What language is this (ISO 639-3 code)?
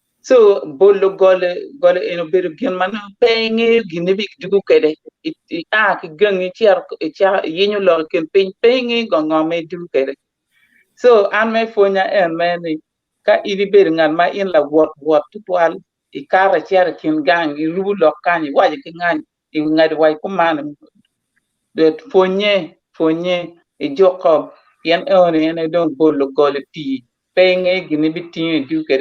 ach